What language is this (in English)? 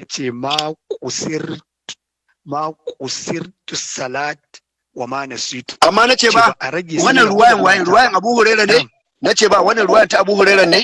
Hausa